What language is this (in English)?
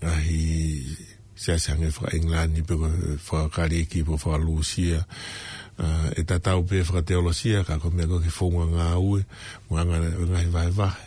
Tongan